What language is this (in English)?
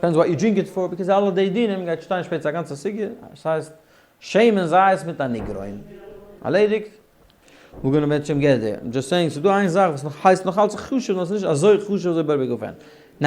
Yiddish